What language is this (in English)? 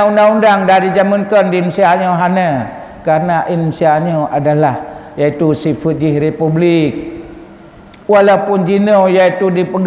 Achinese